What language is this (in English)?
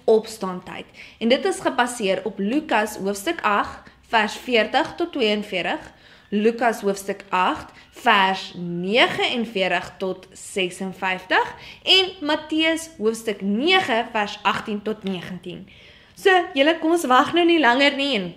Afrikaans